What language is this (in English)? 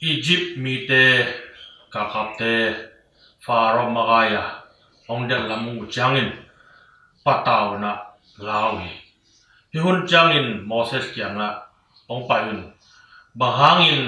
Tedim Chin